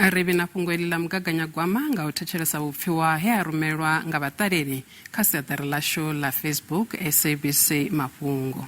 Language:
Venda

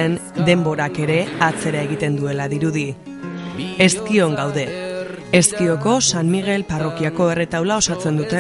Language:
Basque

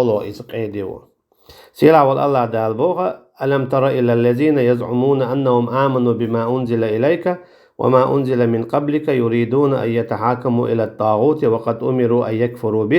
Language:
Chechen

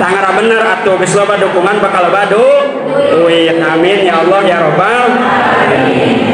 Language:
Sundanese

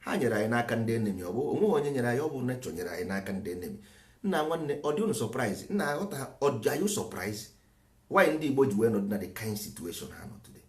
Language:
Igbo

